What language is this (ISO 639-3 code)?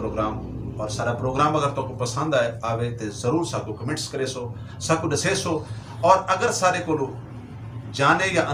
skr